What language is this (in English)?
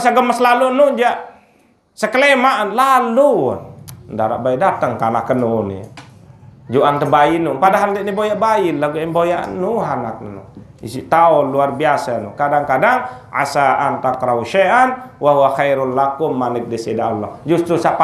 Sasak